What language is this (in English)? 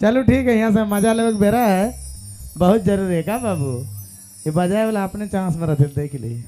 Sadri